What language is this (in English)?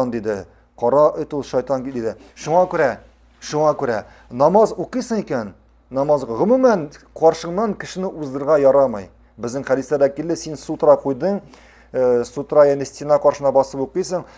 Tatar